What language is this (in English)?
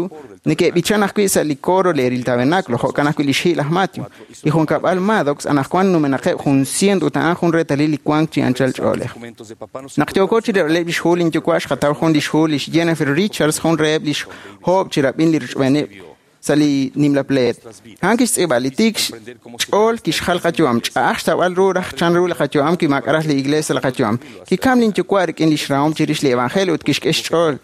Kekchí